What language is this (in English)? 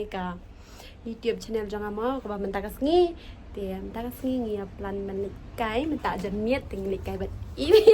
Khasi